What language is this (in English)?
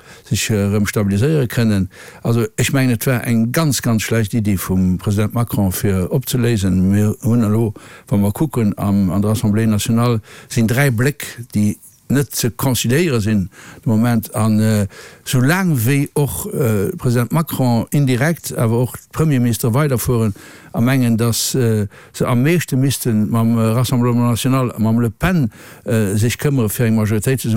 Luxembourgish